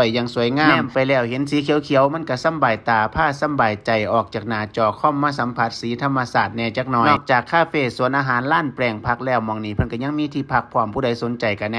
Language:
Northeastern Thai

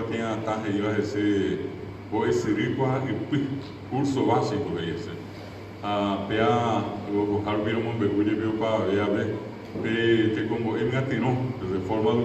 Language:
Guarani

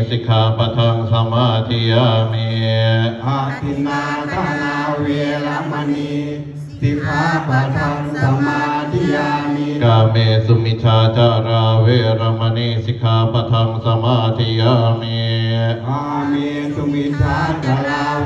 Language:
Pali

